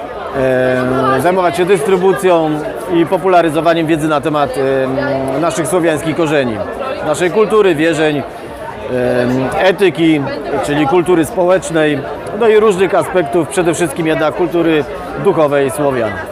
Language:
Polish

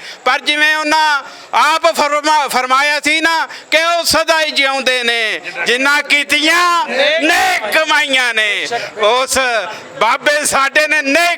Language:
Western Panjabi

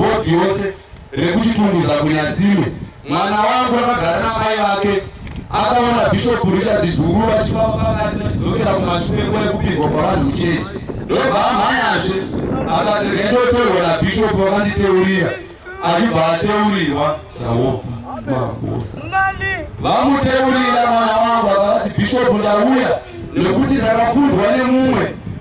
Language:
Shona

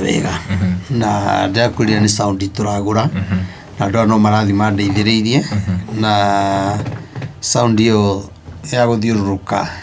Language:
Kikuyu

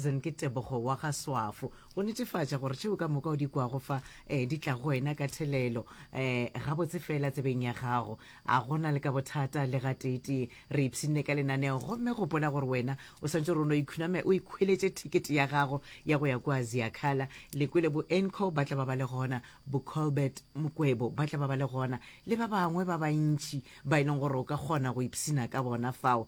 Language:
Northern Sotho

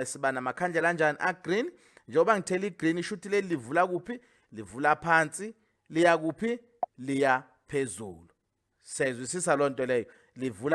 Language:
Zulu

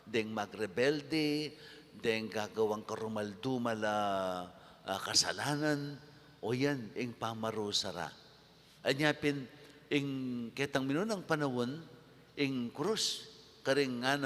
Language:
Pampanga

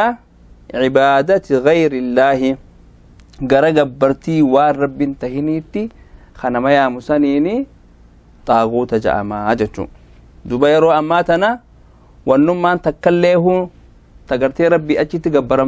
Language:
Oromo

